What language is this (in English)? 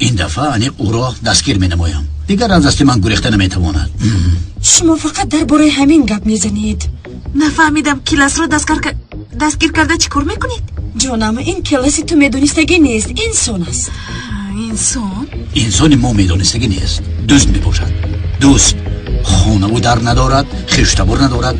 Tajik